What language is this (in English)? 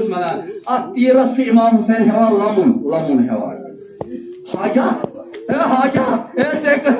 Kashmiri